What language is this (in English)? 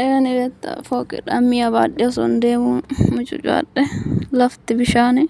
Oromo